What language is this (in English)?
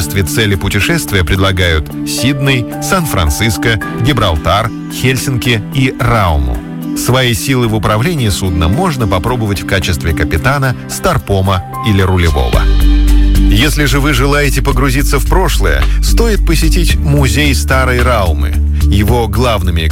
Russian